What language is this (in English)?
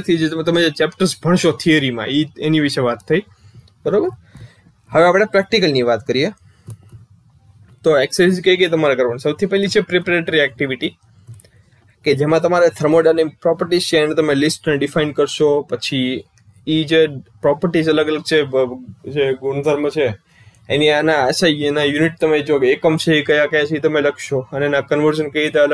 Gujarati